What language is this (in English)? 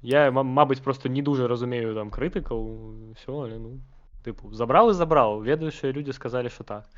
Belarusian